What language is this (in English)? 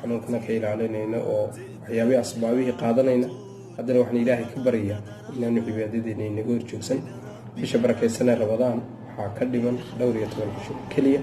Somali